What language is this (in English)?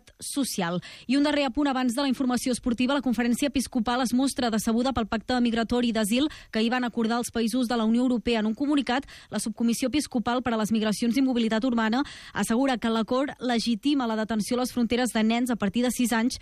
Catalan